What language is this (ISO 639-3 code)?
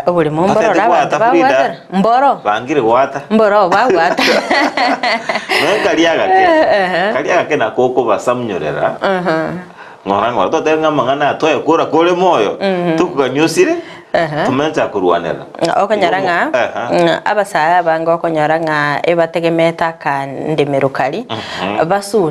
guz